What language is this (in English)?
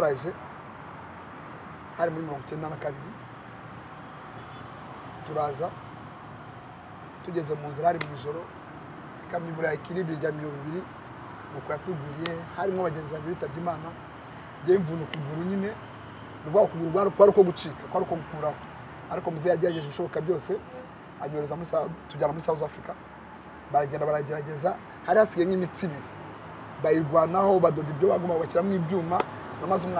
Kinyarwanda